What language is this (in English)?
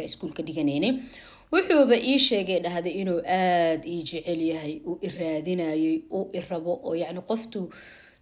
Somali